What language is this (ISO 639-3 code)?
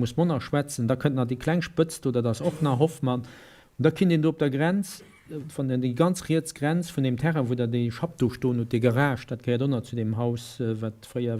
ltz